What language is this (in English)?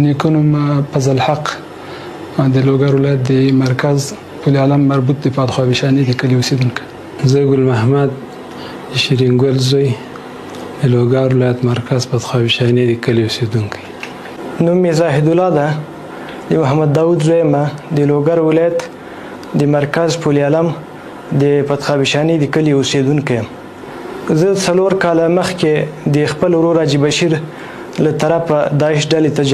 Pashto